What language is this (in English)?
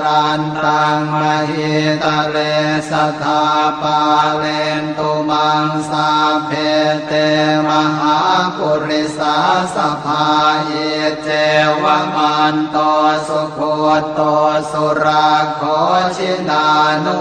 Pali